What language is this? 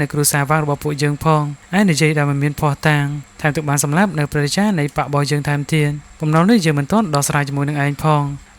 Khmer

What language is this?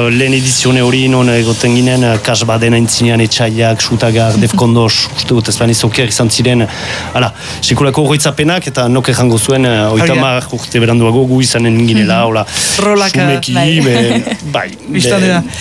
Basque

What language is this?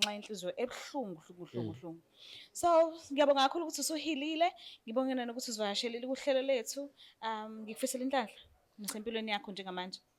Zulu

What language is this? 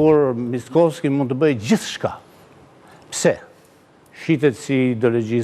Albanian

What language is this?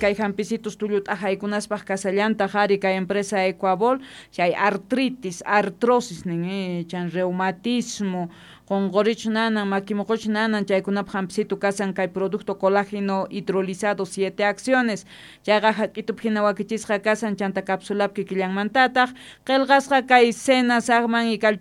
South Bolivian Quechua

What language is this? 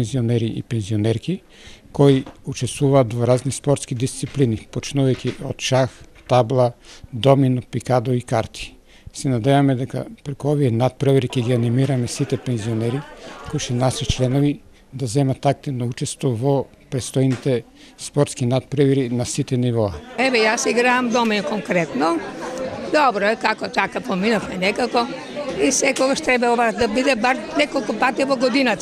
Macedonian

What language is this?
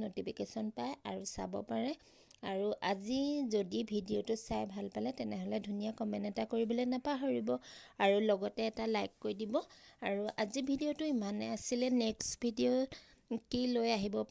Assamese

